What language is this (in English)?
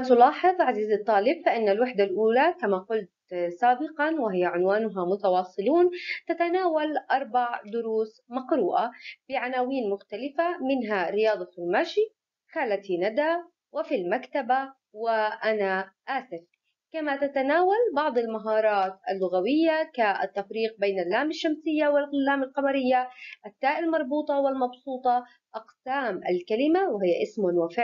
Arabic